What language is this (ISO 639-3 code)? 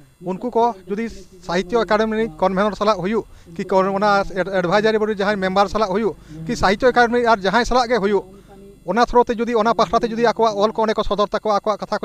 sat